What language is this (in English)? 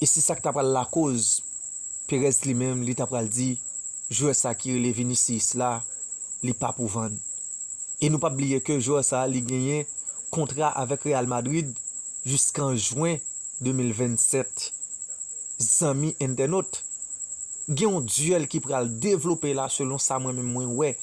Haitian Creole